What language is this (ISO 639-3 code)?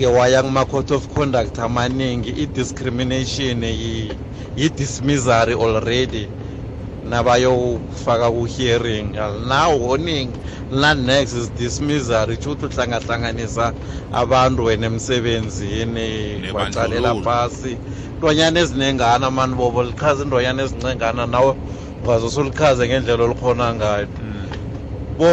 nbl